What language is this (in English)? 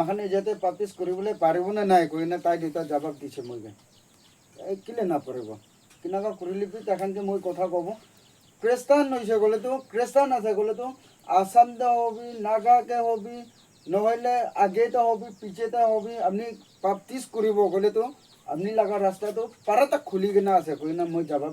Naga Pidgin